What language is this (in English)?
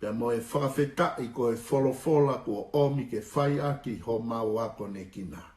Tongan